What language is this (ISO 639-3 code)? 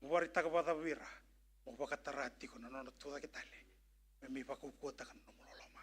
fij